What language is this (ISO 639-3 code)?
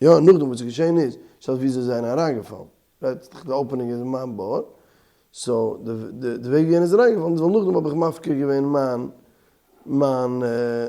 yid